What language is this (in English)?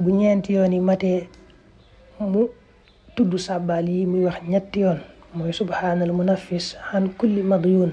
Wolof